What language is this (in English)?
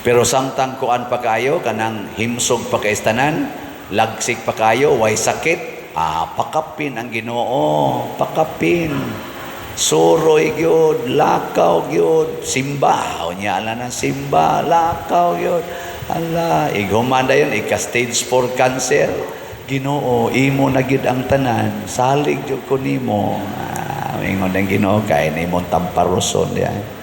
Cebuano